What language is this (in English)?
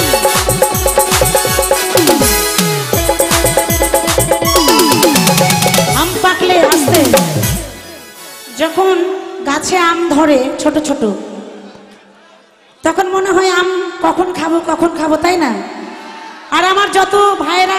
Bangla